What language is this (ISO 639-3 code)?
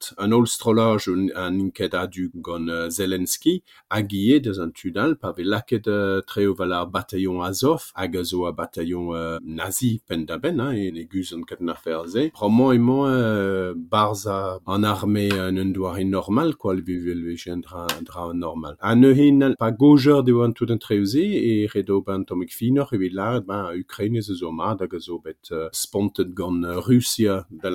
bre